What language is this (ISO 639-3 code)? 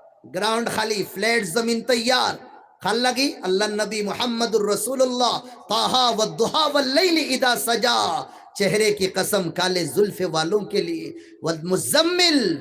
syl